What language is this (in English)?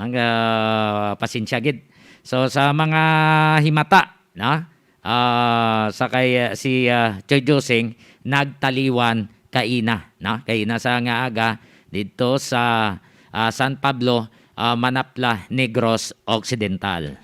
Hiligaynon